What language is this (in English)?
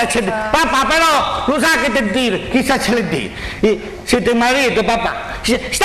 Sicilian